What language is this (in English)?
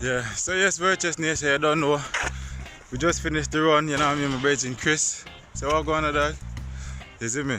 Jamaican Creole English